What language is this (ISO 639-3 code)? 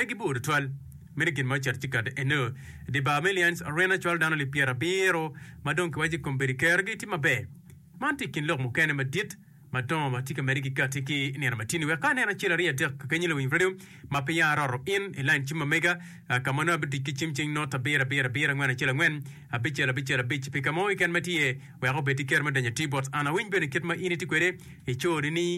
ach